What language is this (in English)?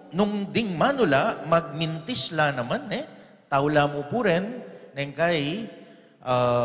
Pampanga